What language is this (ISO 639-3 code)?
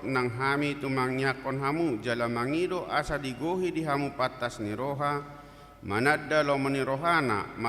bbc